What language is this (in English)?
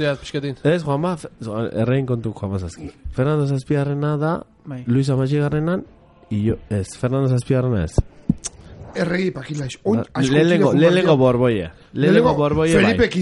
Basque